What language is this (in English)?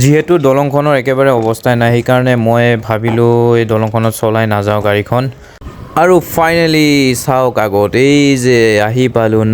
Assamese